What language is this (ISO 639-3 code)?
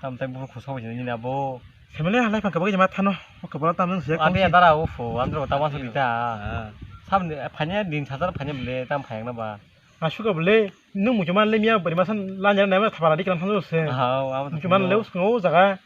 trp